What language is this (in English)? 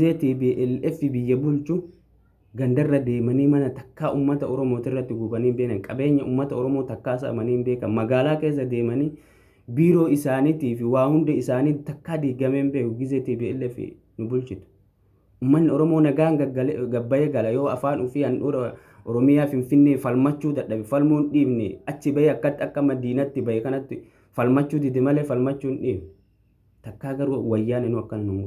Oromo